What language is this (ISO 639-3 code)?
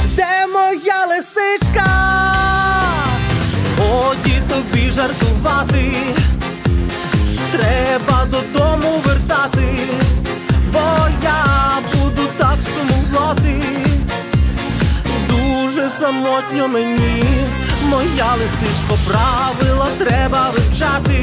ukr